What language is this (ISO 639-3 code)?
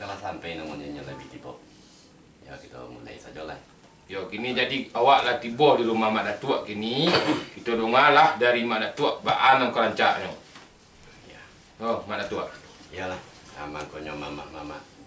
min